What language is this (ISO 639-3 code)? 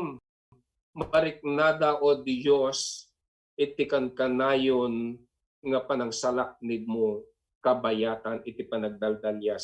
ilo